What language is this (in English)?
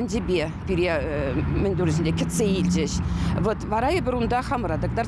Chuvash